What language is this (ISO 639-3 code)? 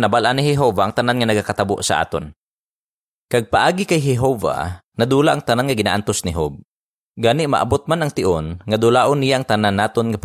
hil